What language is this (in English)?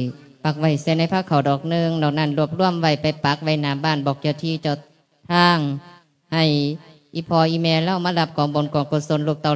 Lao